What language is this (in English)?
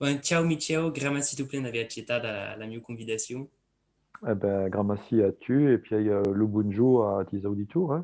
Occitan